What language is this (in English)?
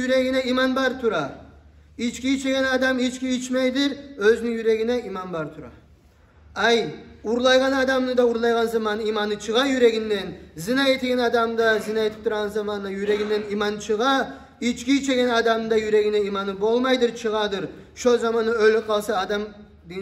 Kumyk